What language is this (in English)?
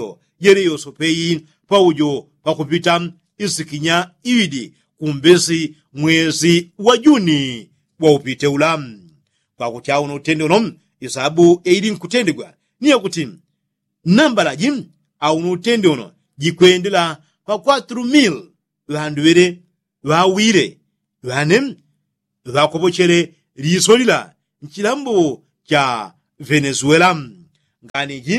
Yao